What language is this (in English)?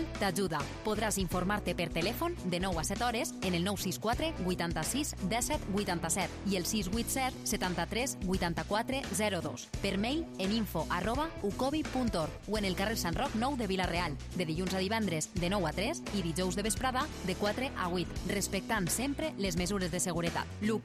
Catalan